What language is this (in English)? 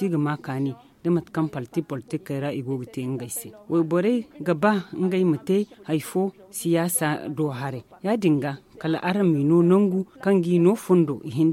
Zarma